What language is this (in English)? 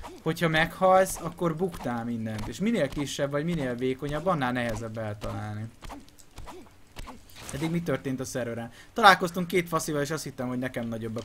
Hungarian